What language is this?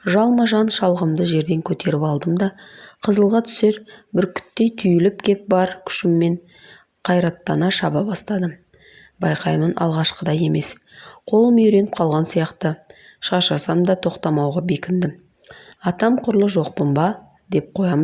Kazakh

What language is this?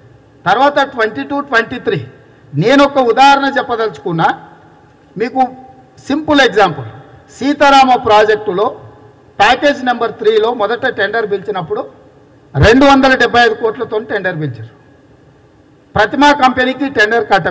Telugu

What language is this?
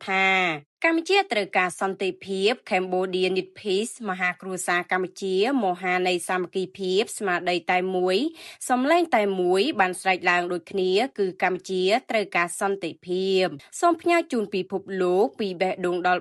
Khmer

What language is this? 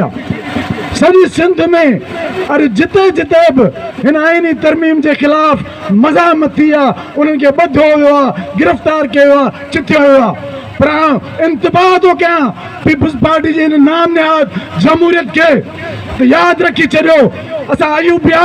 Sindhi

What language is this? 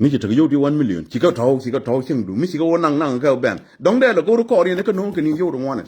Nuer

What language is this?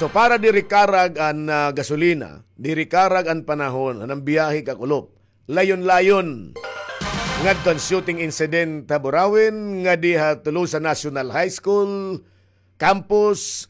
Waray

